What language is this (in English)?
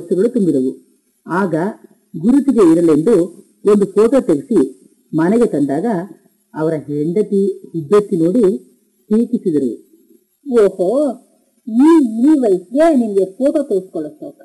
Kannada